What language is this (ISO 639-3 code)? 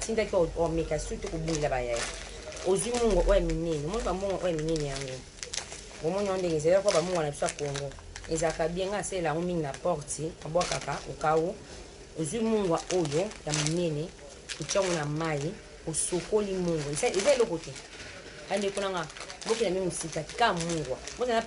lin